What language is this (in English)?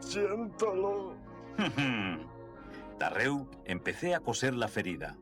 Asturian